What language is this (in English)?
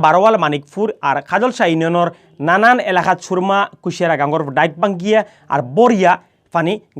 Sylheti